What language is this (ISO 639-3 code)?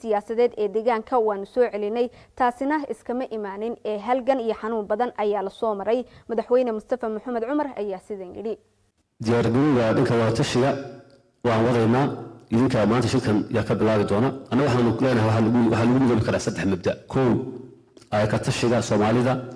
som